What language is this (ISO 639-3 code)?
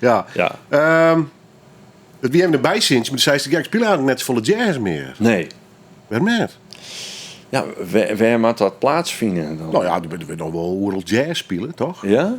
fry